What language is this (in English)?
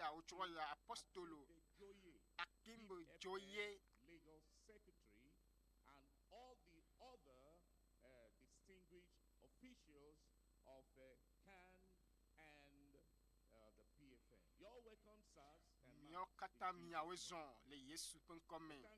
Ewe